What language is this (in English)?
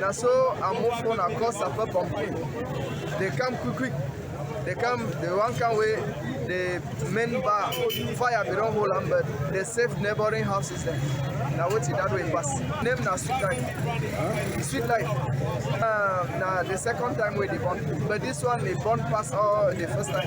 Cameroon Pidgin